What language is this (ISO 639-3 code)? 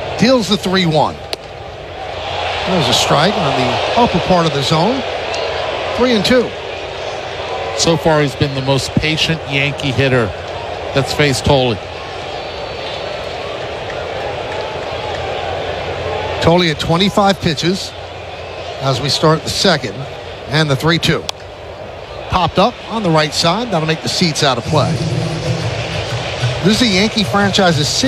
eng